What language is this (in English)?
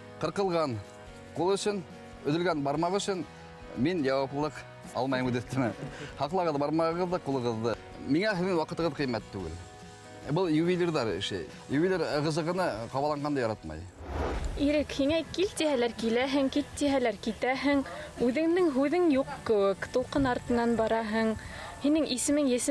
Bashkir